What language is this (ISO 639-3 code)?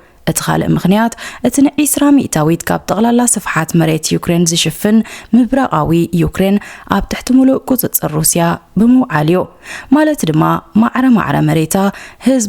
tir